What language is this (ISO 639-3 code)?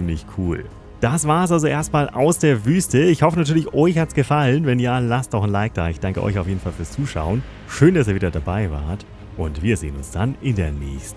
deu